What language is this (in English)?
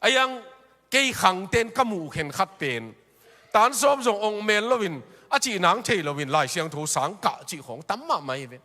Tedim Chin